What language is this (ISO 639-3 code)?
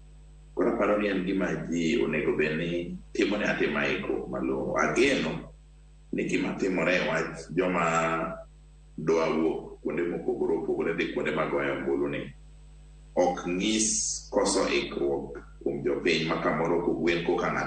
luo